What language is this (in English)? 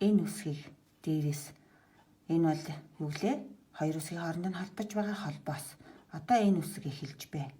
Mongolian